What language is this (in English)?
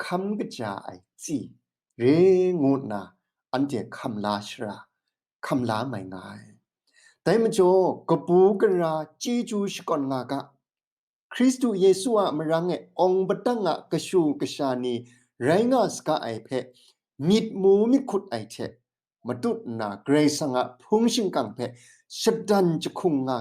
Kachin